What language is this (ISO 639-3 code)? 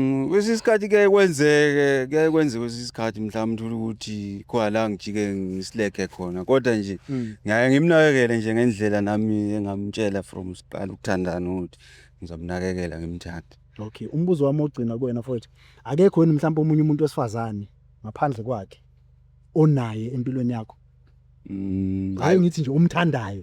zul